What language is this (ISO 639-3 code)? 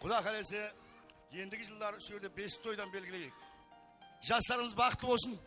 kaa